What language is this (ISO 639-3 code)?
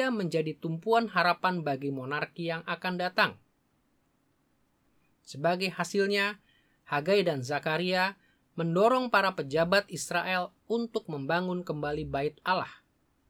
ind